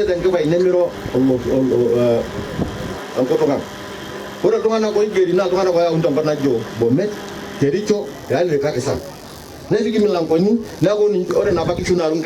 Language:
Masai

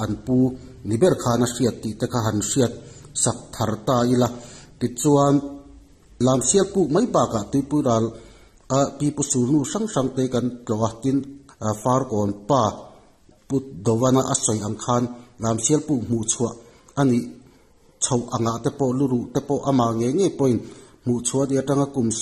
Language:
Mizo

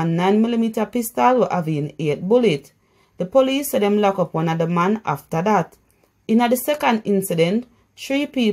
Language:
Jamaican Creole English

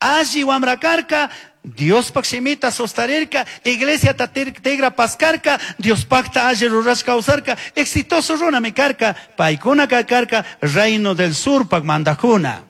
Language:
Chimborazo Highland Quichua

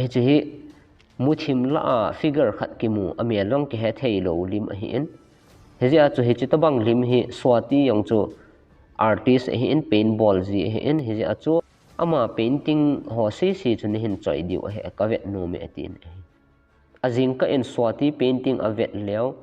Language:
Thado Chin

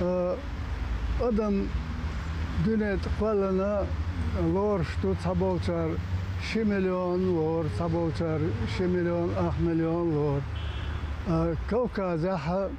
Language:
Chechen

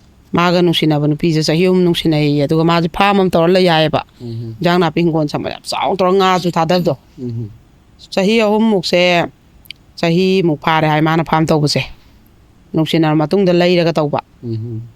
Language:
Manipuri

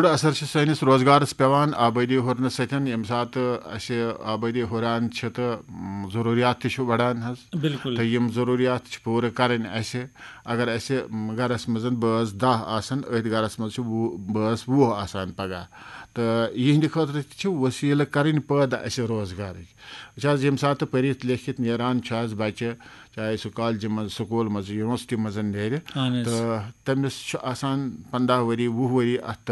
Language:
Kashmiri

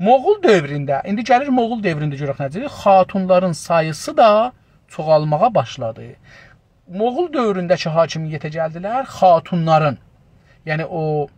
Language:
South Azerbaijani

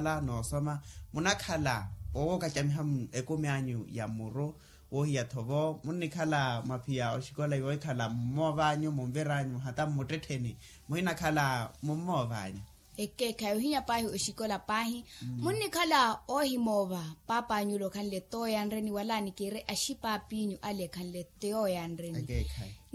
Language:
Makhuwa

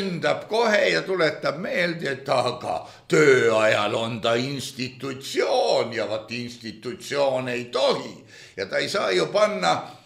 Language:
Estonian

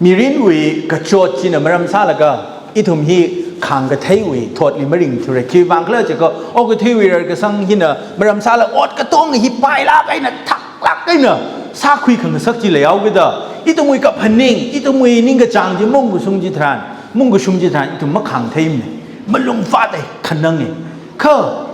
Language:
Tangkhul Naga (India)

